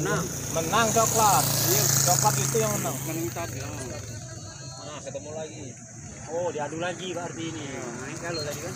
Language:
Musi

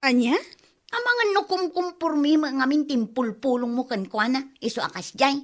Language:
Iloko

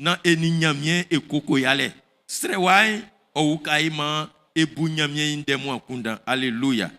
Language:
Baoulé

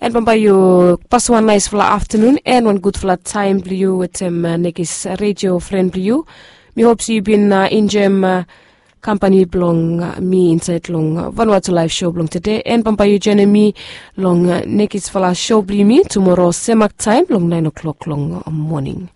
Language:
Bislama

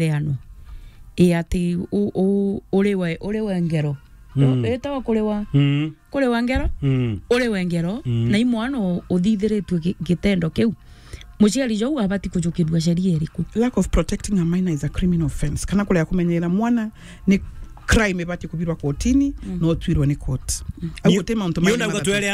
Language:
Meru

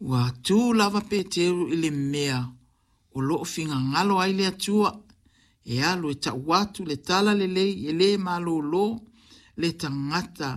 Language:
Samoan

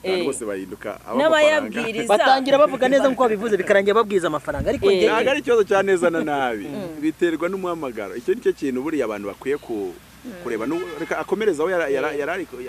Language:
Kinyarwanda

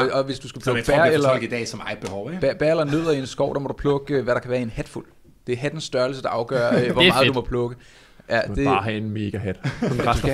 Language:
Danish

